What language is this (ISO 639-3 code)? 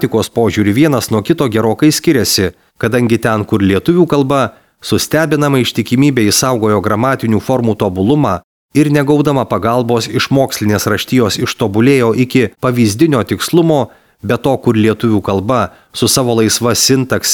lit